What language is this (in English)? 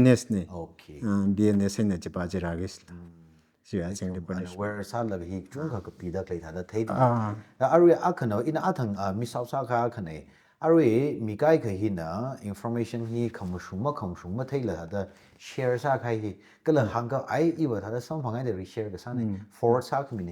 Tangkhul Naga (India)